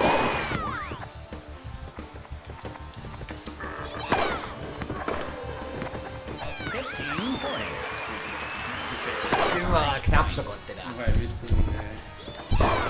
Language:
Danish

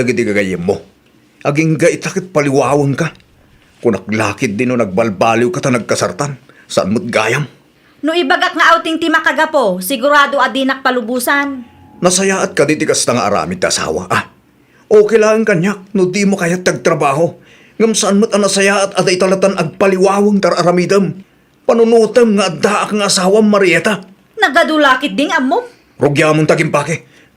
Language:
Iloko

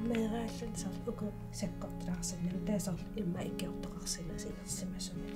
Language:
Kalaallisut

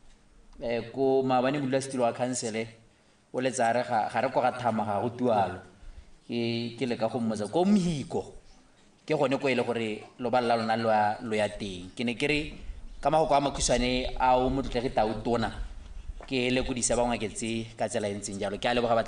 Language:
Tswana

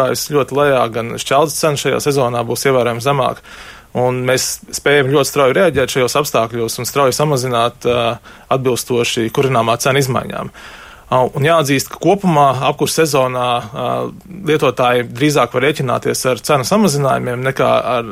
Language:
Latvian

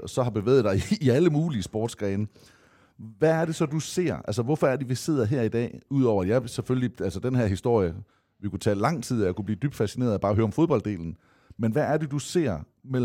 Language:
Danish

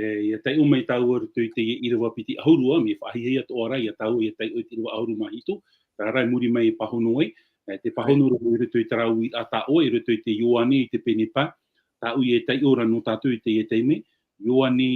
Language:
Tahitian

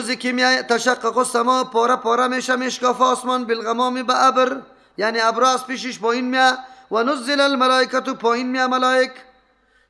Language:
Persian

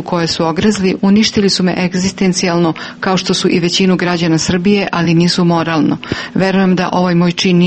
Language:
Serbian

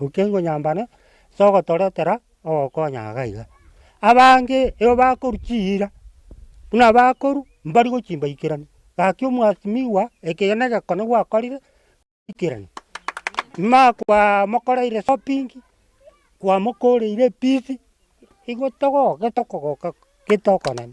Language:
Gusii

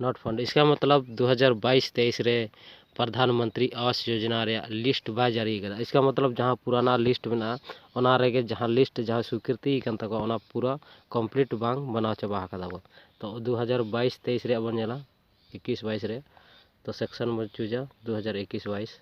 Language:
Santali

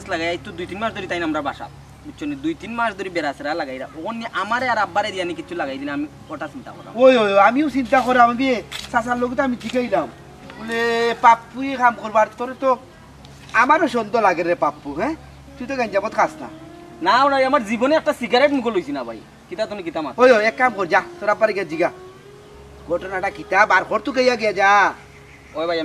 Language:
Sylheti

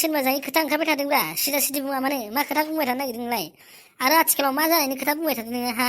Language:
Bodo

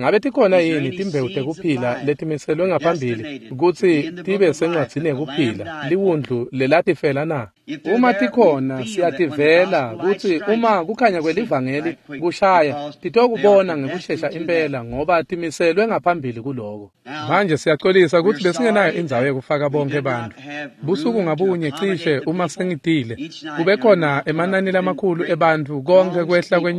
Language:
Swati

